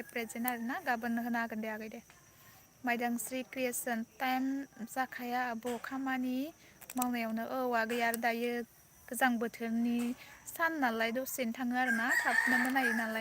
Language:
Bodo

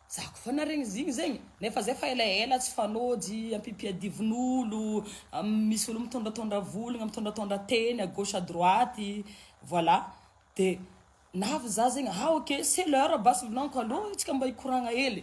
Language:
Malagasy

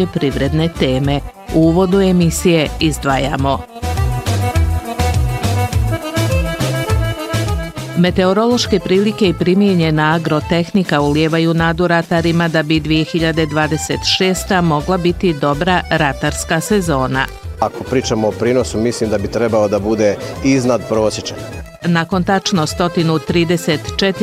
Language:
Bosnian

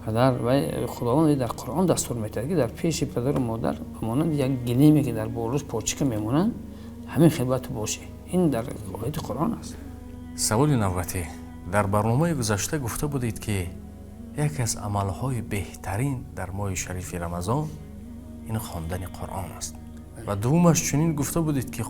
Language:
Tajik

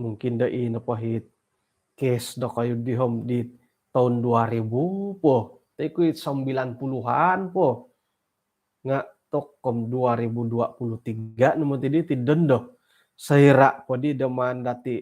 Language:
Central Dusun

